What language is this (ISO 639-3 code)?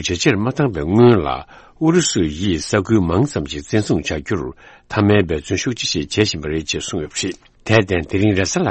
bod